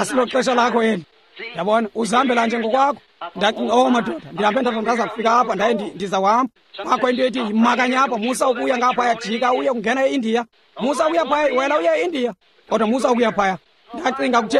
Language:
Xhosa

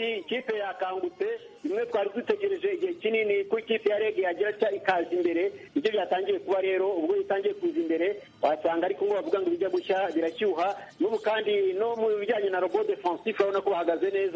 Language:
Kinyarwanda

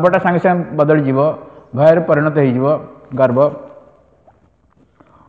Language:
Odia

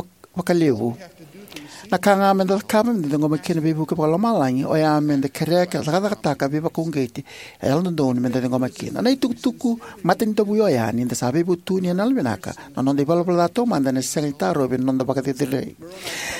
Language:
Fijian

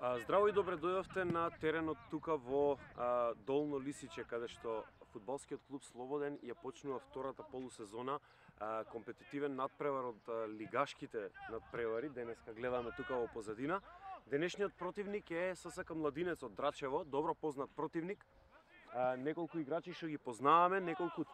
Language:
Macedonian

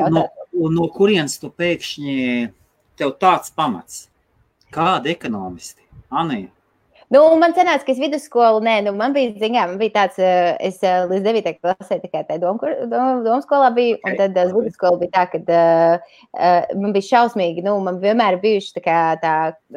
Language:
Latvian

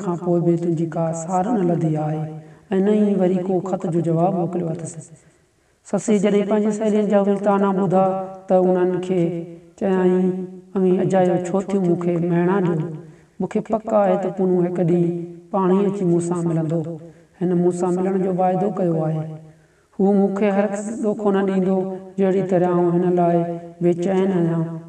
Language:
Sindhi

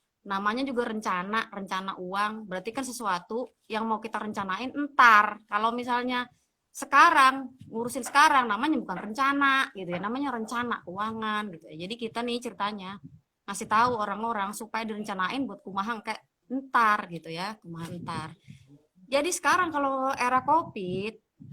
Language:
Betawi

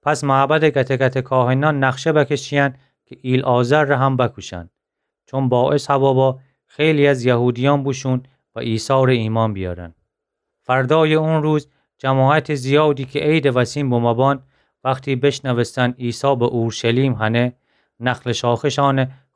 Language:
Gilaki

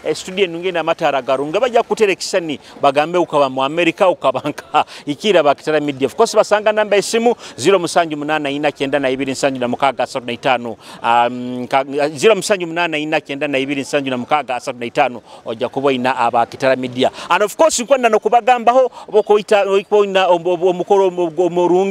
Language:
Nyoro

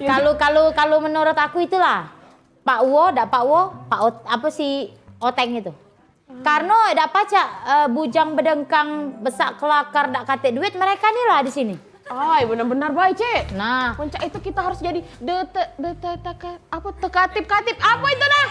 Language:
Musi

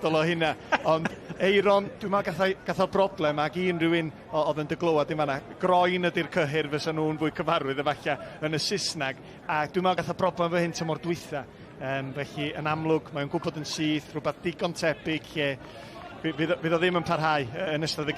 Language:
Welsh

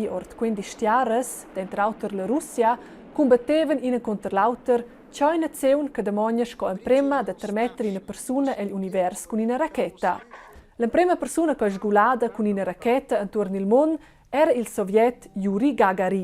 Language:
Romansh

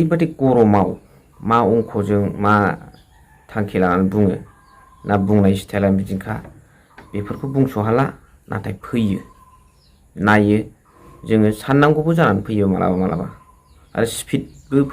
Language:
Bodo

